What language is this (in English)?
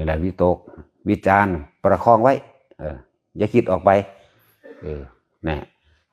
Northeastern Thai